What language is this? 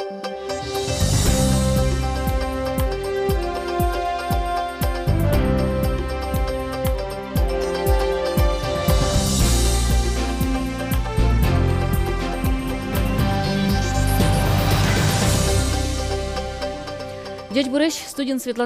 Udmurt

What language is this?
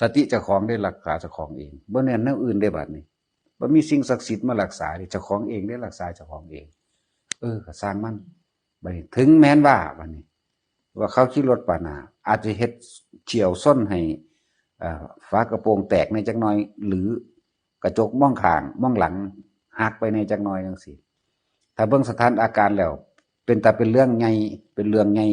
Northeastern Thai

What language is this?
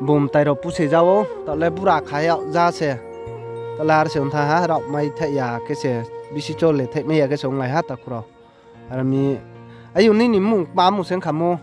Riang (India)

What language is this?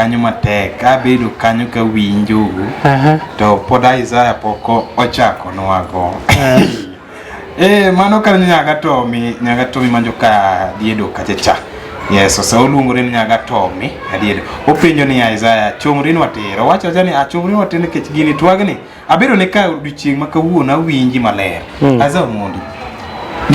Luo (Kenya and Tanzania)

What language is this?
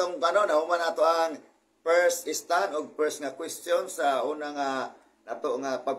Cebuano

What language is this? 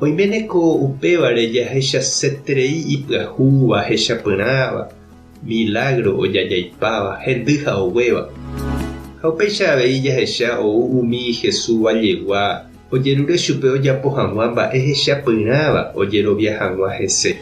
Guarani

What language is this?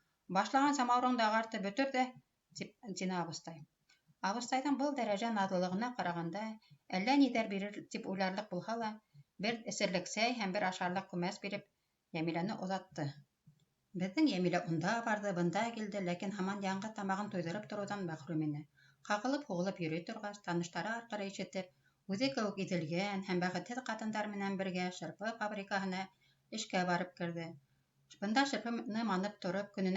Bashkir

